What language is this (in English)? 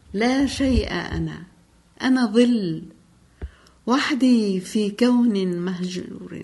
Tunisian Arabic